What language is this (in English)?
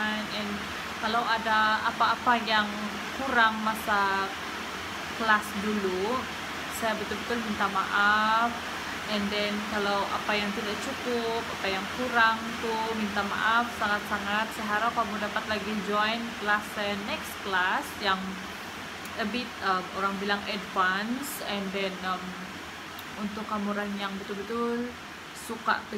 Sabah Malay